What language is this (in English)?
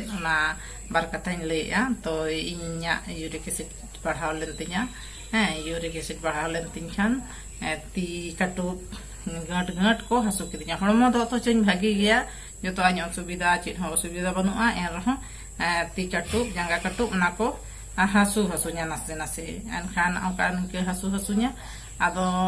Santali